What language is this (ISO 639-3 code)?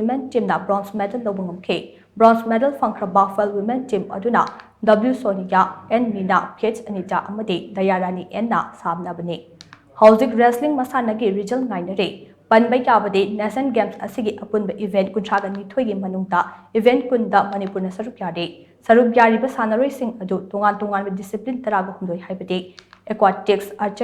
mni